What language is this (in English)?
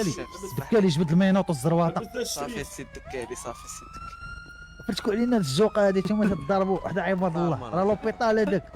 Moroccan Arabic